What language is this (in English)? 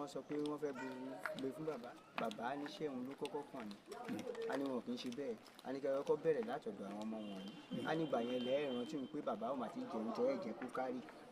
Yoruba